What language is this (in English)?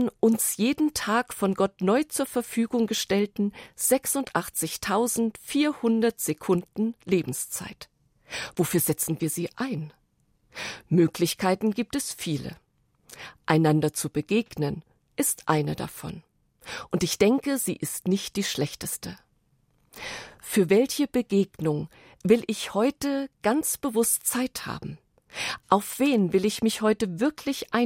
German